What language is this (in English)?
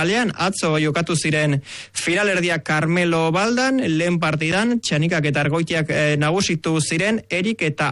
Basque